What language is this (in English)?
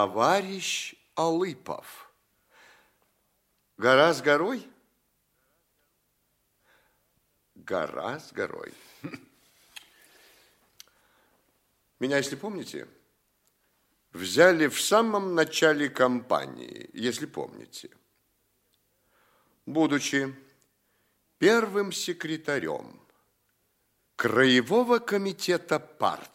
Russian